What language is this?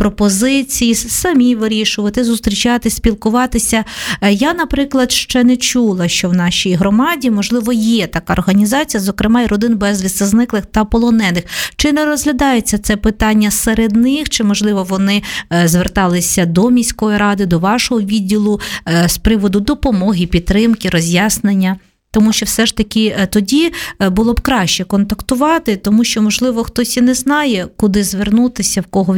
Ukrainian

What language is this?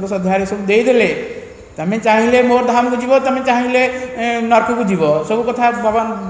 Odia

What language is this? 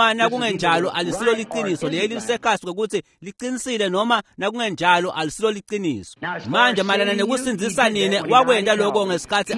Swati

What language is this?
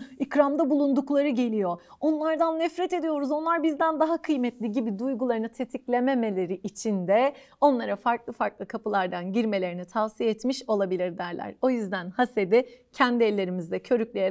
Turkish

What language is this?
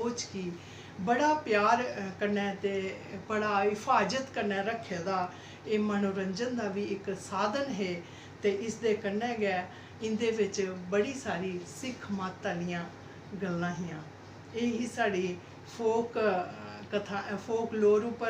Dogri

